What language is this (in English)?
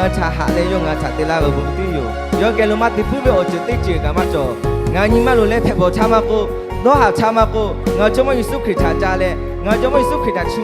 Lahu